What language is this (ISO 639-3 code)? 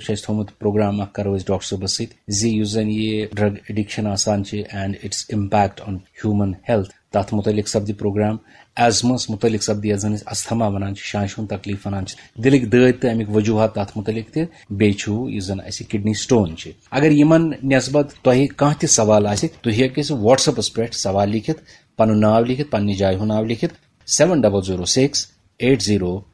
kas